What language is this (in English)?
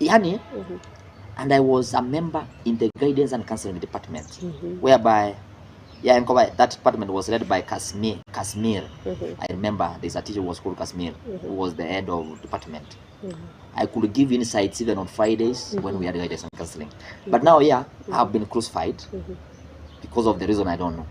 Gusii